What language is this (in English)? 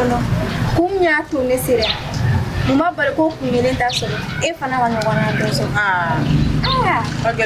Bambara